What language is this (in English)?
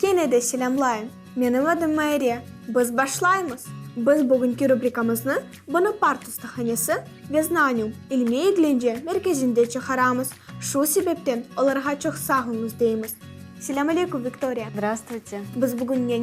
Crimean Tatar